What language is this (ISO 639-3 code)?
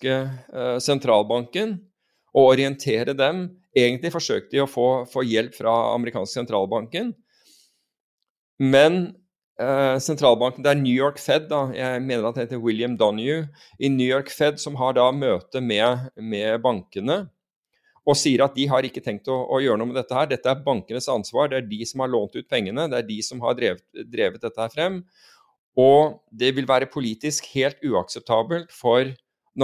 nor